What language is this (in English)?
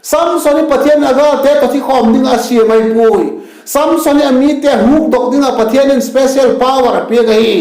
Vaiphei